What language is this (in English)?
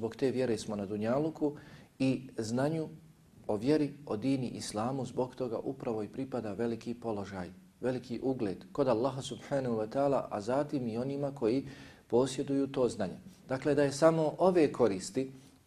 Bosnian